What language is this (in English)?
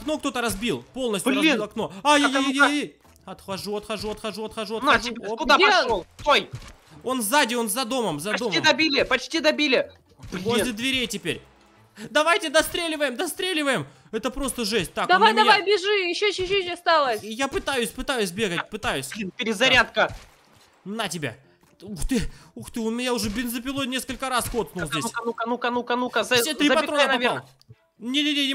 Russian